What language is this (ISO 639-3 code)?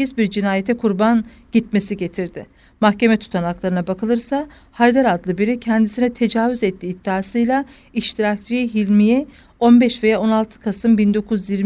tur